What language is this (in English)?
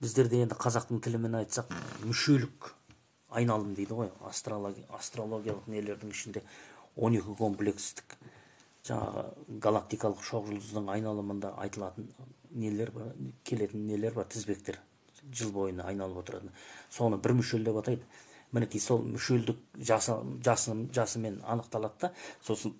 Kazakh